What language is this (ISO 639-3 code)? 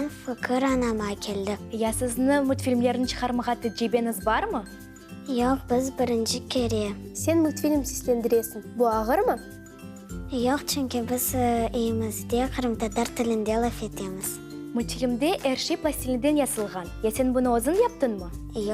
crh